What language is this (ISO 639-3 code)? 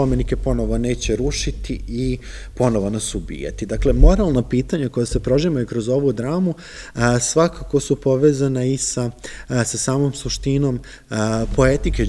srp